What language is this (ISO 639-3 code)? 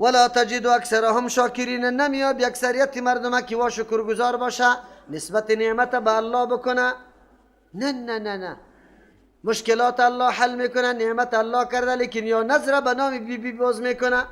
fas